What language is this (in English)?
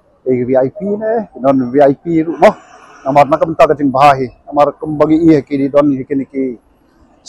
Khasi